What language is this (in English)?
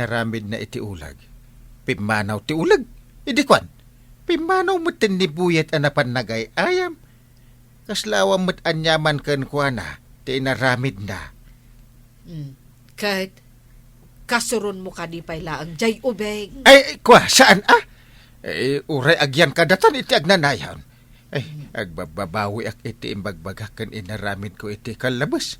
Iloko